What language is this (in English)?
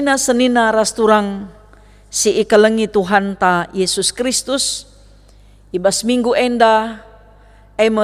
Batak Karo